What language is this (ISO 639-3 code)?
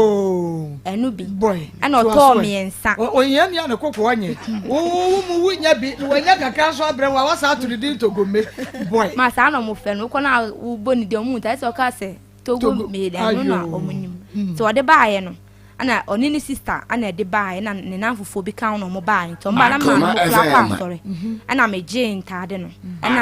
aka